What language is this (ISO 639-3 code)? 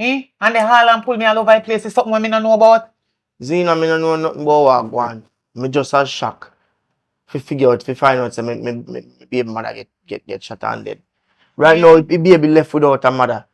jam